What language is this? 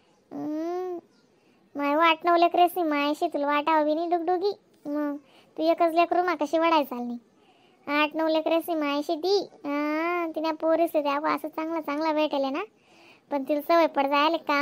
Khandesi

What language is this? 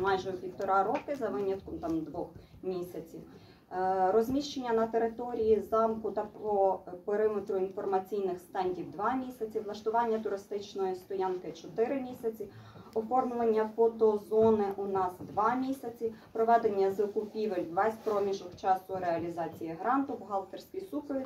Ukrainian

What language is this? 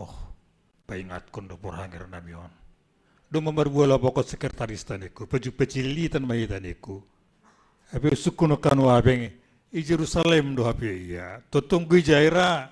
Batak Simalungun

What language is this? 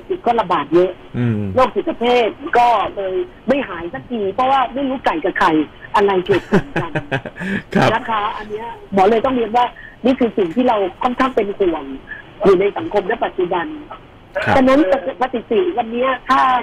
Thai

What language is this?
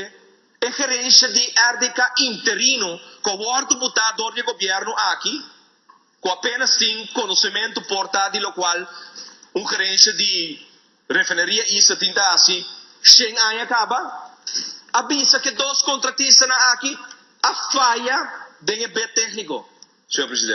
Papiamento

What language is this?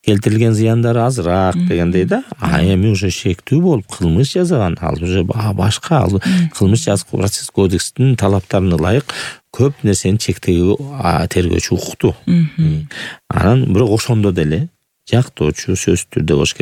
Kyrgyz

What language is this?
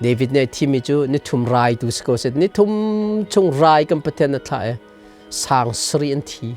Hakha Chin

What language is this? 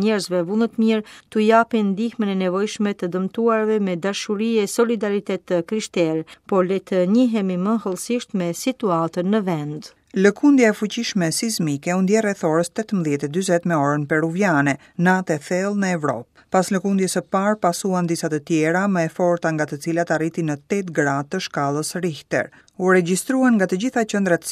Albanian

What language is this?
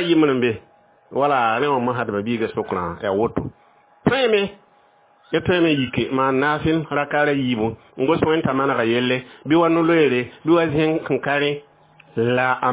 Mossi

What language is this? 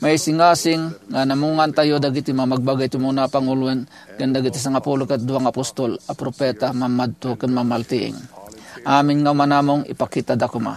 Iloko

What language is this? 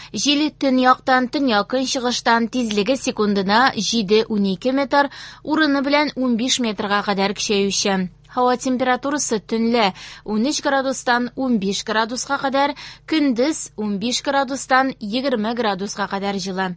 Tatar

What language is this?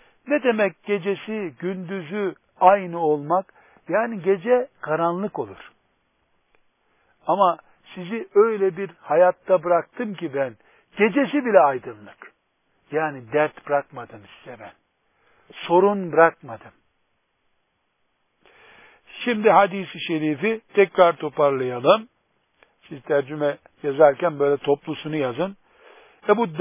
Turkish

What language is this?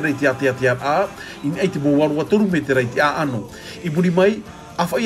Tahitian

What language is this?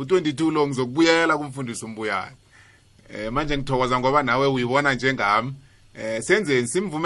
South Ndebele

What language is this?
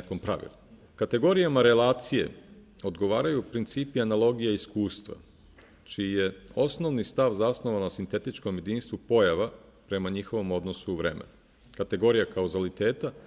Serbian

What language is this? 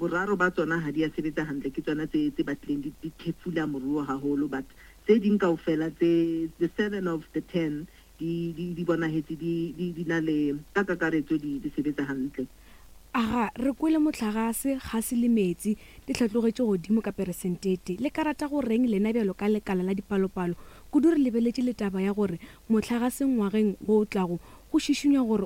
Northern Sotho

